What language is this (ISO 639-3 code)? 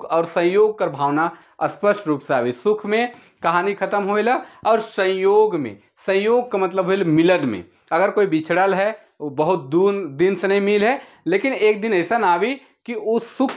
sck